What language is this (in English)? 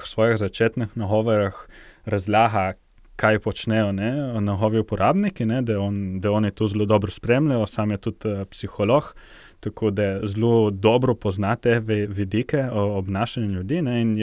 Slovenian